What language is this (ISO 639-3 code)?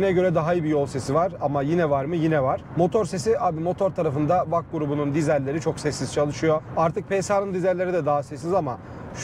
tur